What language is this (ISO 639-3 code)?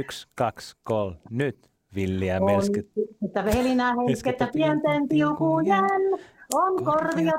fin